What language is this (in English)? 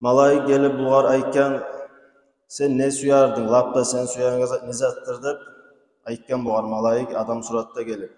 Kumyk